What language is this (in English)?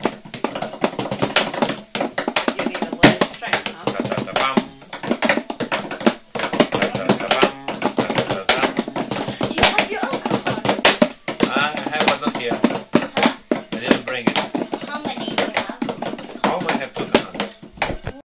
English